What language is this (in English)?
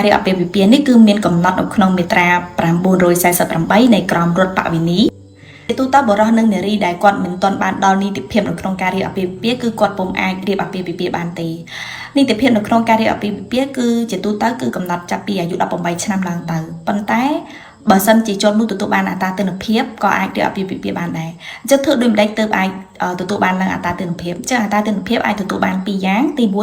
Khmer